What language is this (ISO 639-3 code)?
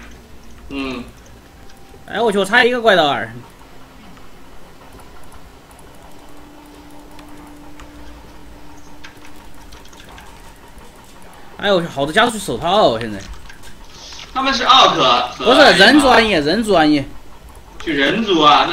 zho